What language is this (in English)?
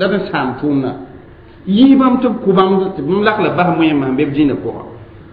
Mossi